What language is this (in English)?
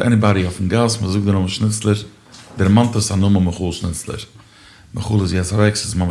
Yiddish